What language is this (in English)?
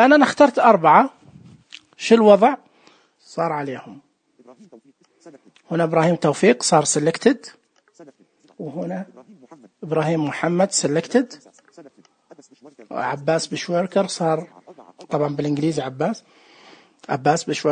Najdi Arabic